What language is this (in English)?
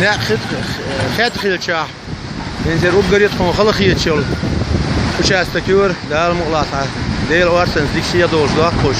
Chechen